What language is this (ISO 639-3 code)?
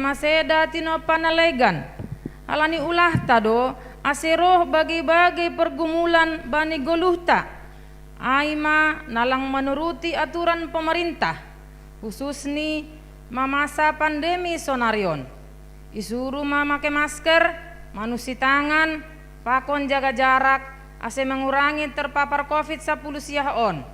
bts